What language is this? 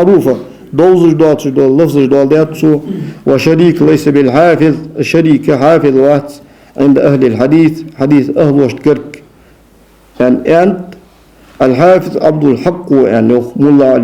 Ingush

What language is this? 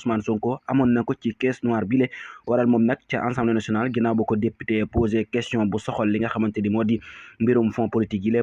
Wolof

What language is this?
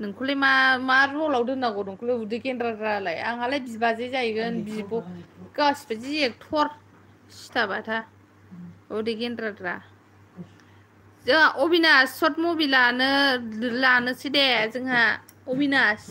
Bodo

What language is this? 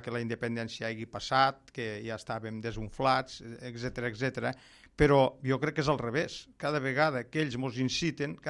Catalan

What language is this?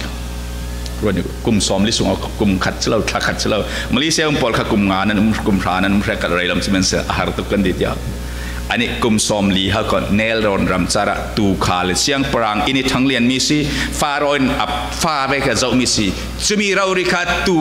Falam Chin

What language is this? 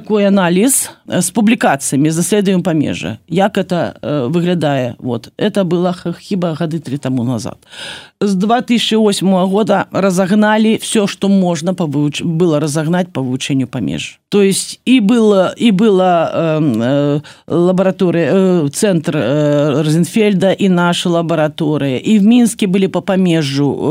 Belarusian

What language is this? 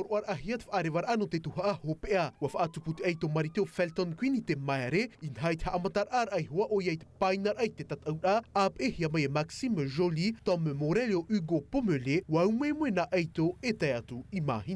Tahitian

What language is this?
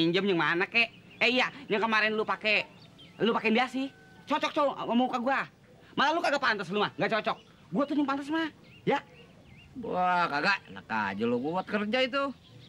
Betawi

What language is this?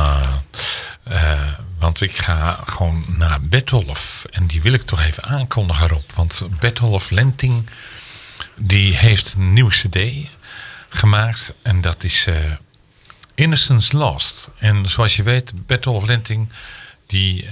Dutch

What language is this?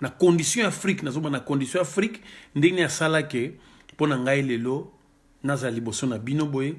Lingala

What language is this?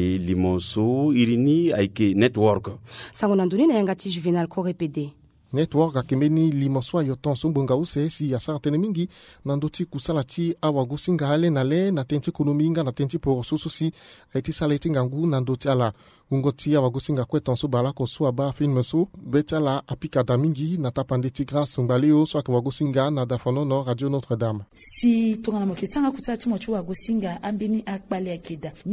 Sango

